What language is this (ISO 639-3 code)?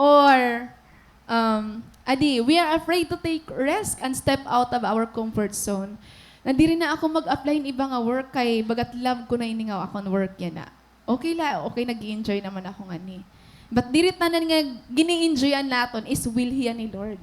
war